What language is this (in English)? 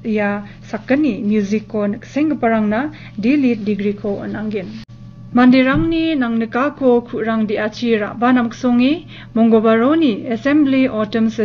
Garo